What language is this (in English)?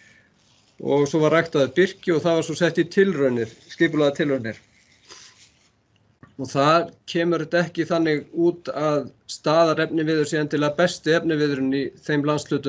Icelandic